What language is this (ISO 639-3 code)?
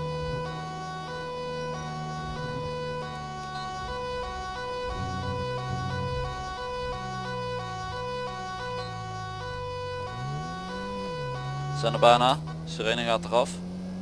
nld